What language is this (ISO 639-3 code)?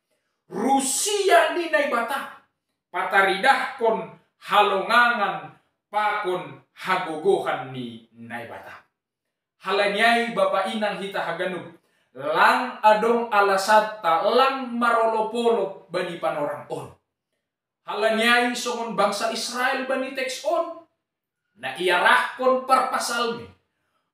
bts